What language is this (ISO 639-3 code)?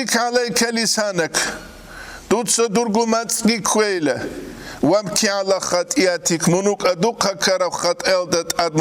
ava